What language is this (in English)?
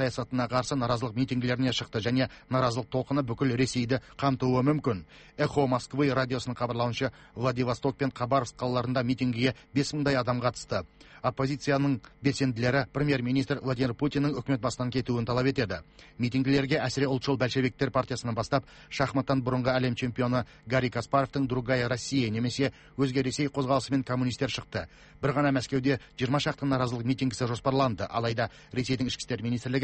Kazakh